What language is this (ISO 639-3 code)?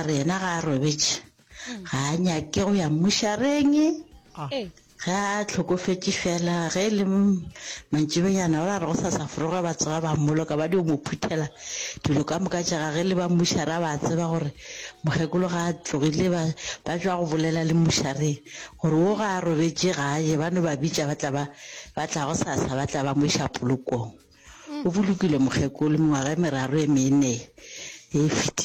nso